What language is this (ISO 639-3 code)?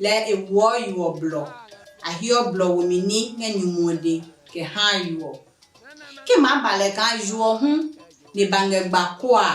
ada